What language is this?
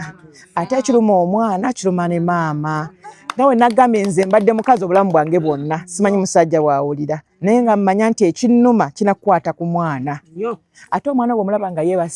Ganda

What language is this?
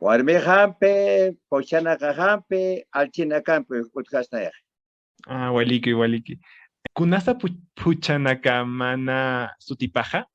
Aymara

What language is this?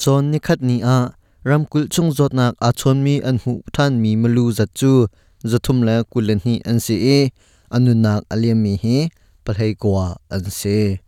Hakha Chin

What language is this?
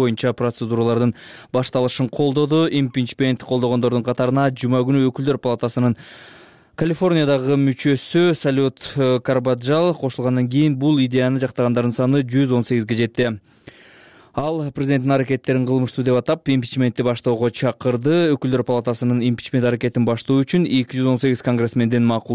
Kyrgyz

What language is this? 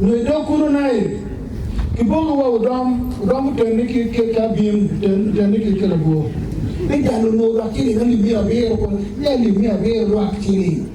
Acoli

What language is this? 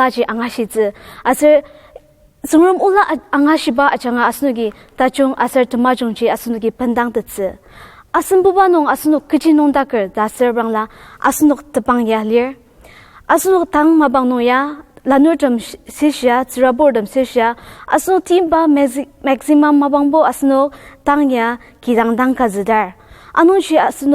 Ao Naga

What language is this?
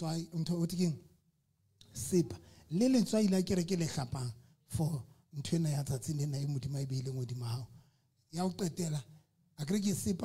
Southern Sotho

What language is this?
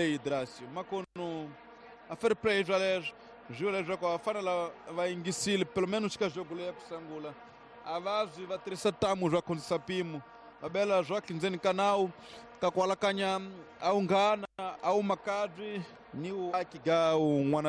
Tsonga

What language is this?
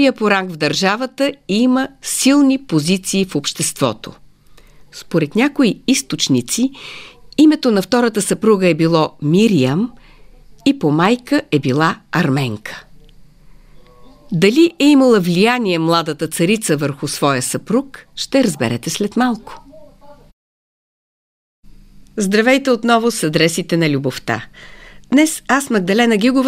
Bulgarian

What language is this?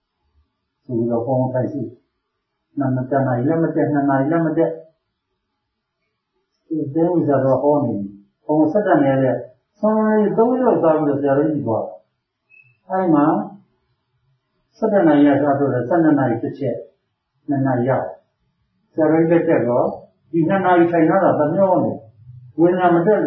Burmese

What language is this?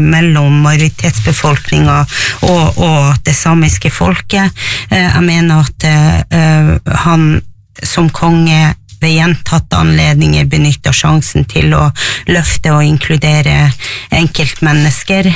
Norwegian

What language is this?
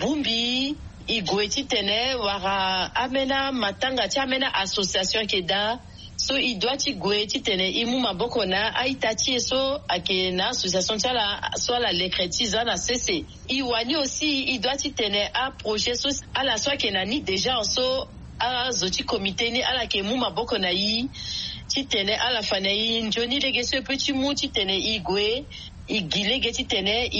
Sango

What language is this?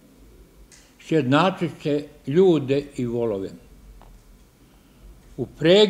Serbian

